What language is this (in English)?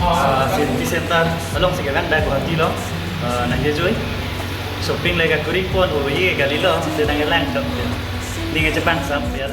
Karbi